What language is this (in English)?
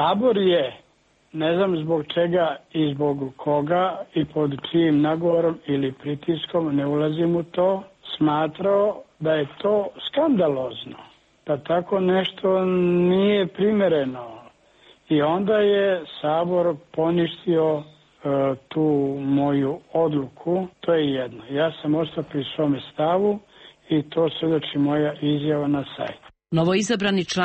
Croatian